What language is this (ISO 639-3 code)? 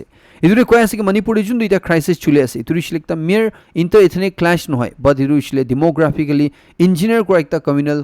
nag